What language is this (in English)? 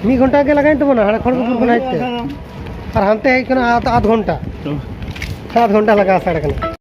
Santali